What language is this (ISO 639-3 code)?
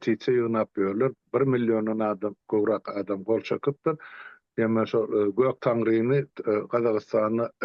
tuk